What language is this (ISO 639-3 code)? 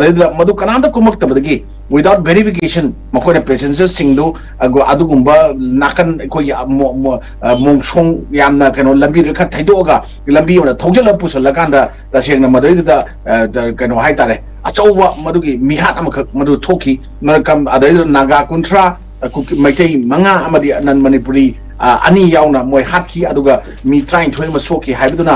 mni